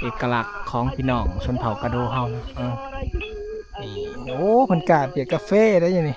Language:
Lao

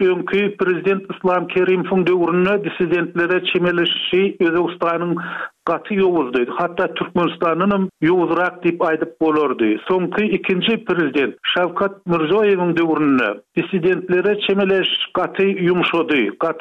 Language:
Turkmen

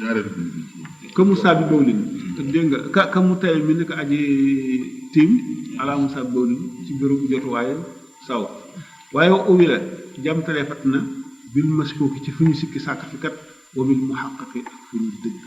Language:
Wolof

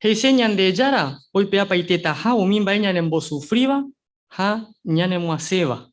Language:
Guarani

